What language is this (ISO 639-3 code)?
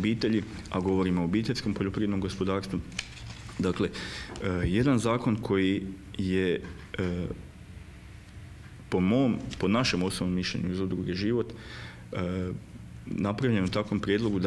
hrv